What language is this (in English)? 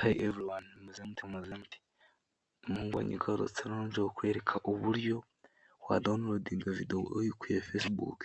Kinyarwanda